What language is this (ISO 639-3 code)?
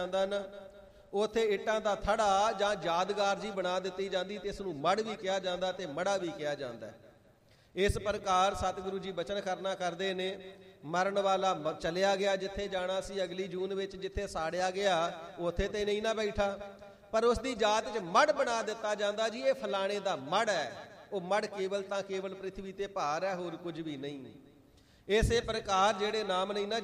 pan